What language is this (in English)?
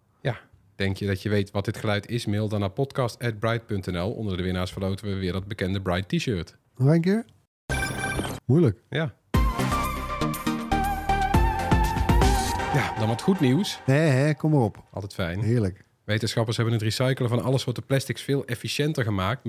Dutch